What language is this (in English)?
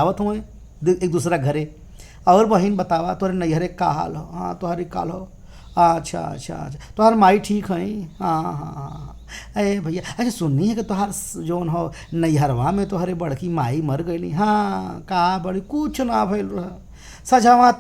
Bhojpuri